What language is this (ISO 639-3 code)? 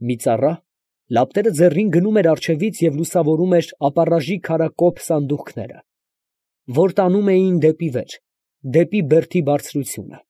hye